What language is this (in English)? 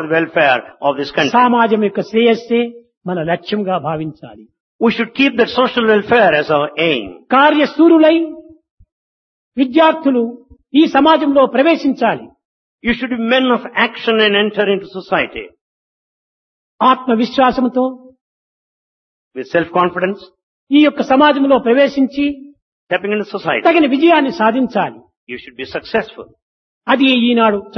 Telugu